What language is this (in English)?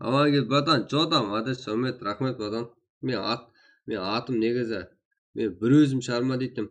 Kara-Kalpak